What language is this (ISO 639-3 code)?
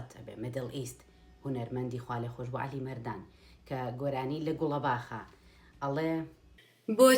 ckb